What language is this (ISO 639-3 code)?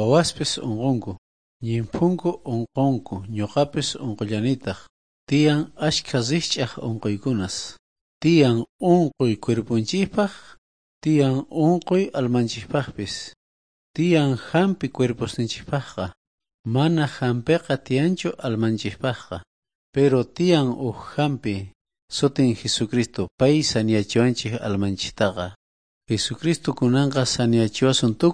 quh